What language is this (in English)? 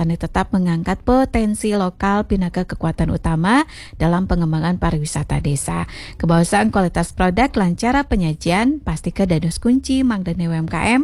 Balinese